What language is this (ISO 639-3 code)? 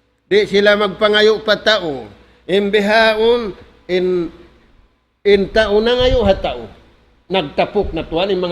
tsg